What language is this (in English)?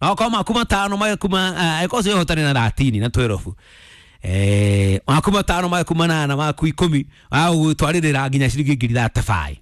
Kikuyu